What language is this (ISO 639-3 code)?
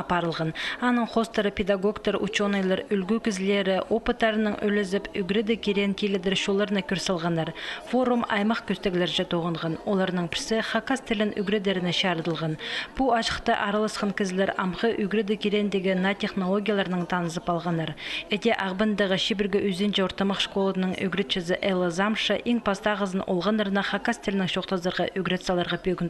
kjh